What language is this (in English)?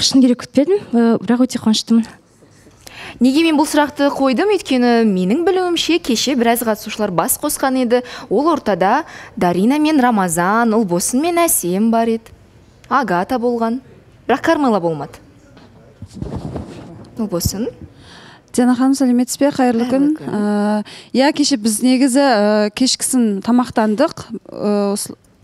Kazakh